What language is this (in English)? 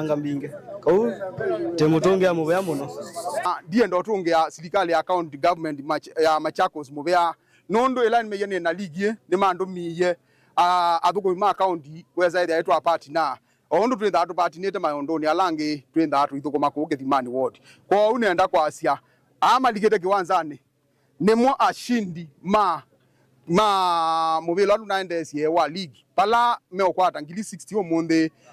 Kamba